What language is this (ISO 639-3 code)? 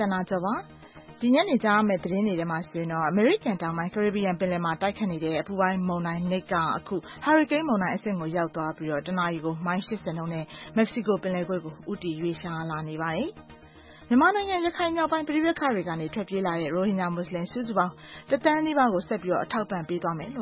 mya